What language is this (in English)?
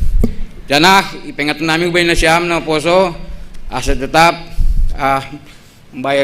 Batak Simalungun